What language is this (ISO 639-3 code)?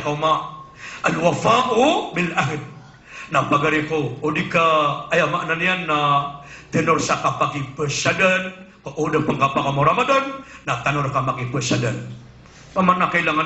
mrw